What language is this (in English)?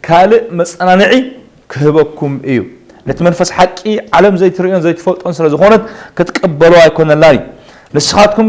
Tigrinya